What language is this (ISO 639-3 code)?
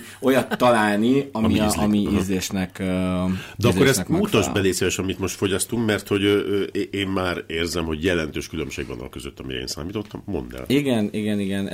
hun